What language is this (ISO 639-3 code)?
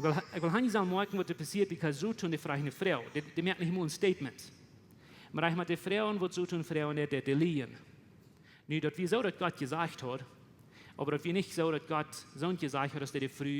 pdt